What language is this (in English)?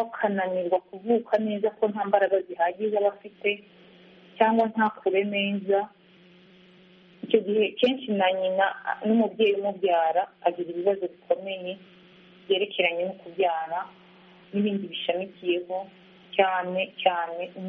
Kinyarwanda